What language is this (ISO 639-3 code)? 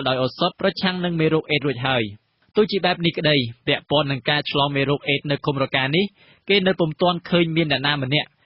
khm